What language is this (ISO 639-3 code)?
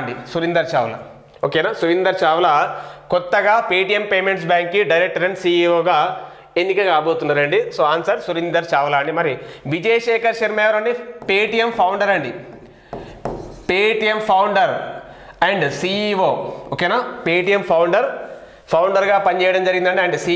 tel